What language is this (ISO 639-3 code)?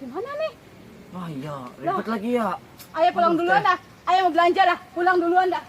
bew